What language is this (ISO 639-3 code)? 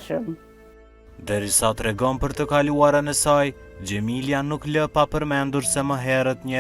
sqi